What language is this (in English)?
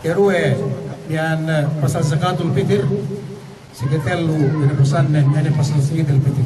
Yakan